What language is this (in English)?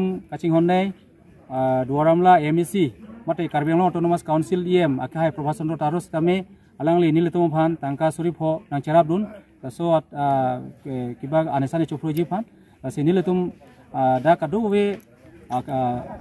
Karbi